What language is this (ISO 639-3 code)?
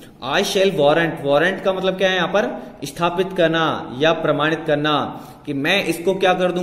hin